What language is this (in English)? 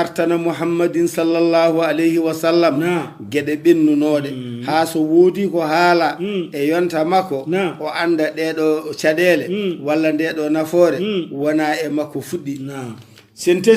Fula